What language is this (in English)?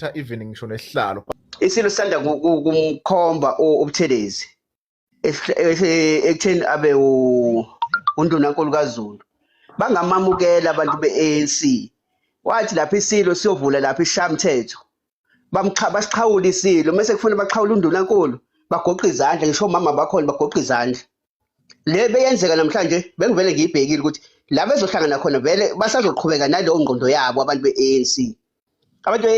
Zulu